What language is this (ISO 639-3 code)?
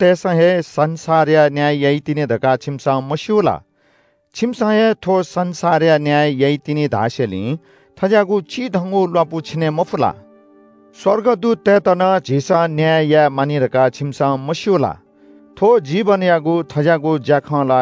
new